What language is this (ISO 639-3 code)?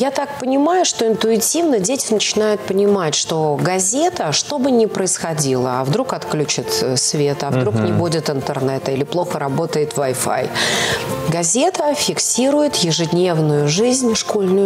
rus